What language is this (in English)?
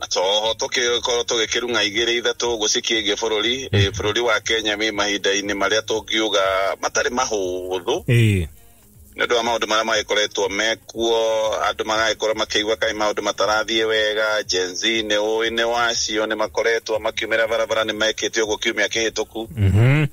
Kikuyu